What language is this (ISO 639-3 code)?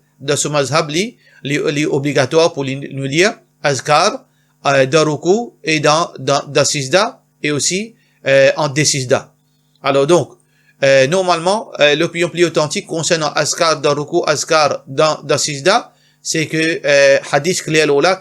mfe